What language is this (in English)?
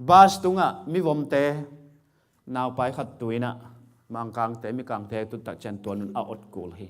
Tedim Chin